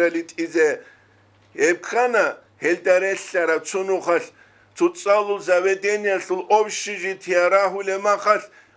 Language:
Avaric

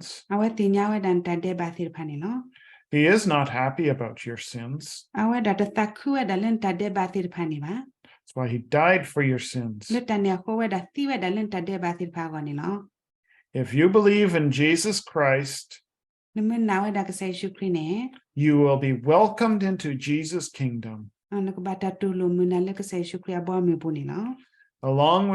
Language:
S'gaw Karen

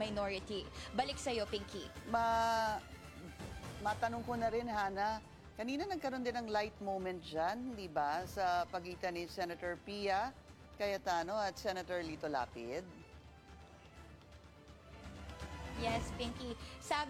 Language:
Filipino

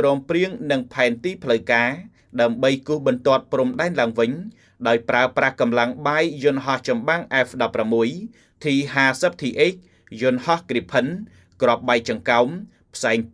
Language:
Khmer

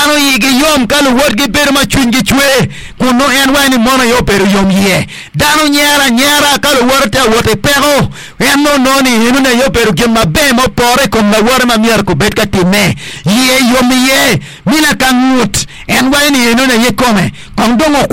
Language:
Acoli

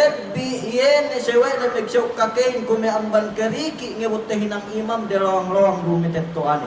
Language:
Yakan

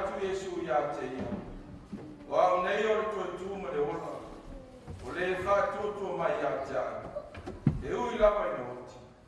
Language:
Samoan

